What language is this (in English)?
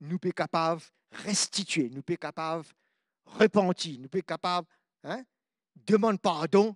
Morisyen